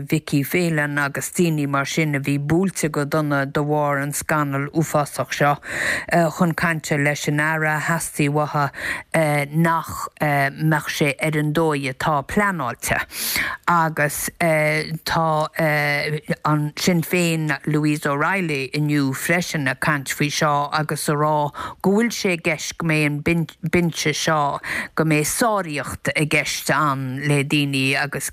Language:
Irish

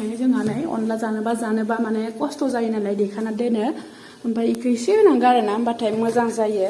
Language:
Bodo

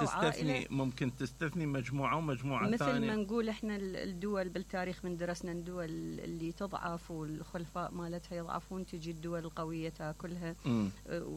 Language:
Mesopotamian Arabic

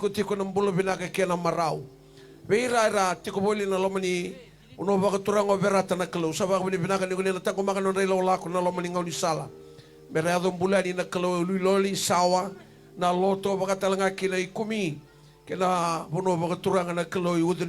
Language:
Fijian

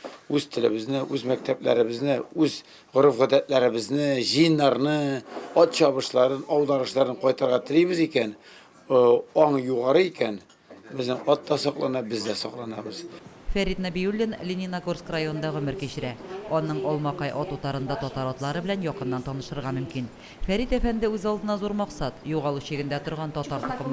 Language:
Tatar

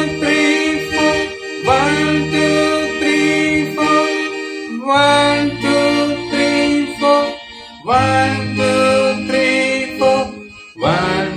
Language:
Malayalam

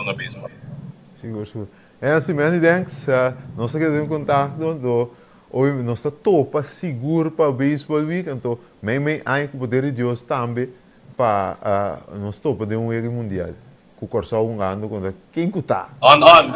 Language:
Papiamento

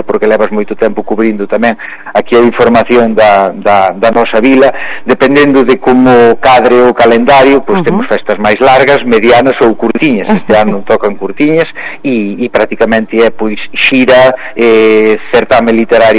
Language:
Galician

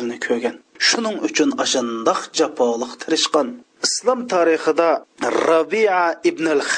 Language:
Uyghur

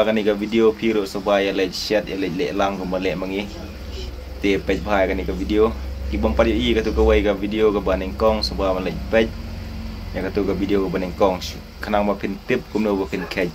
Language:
Khasi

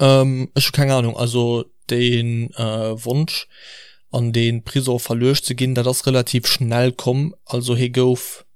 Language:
Luxembourgish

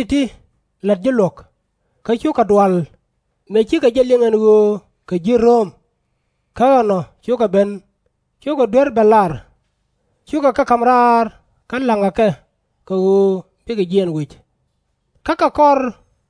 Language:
Nuer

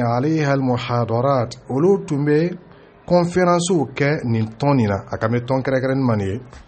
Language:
Dyula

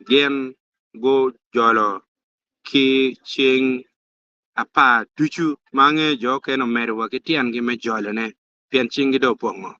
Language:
Acoli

